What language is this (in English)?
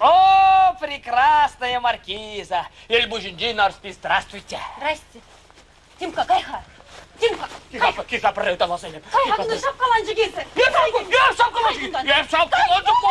Chuvash